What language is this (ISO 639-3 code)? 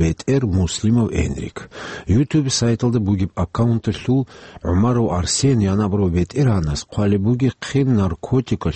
ava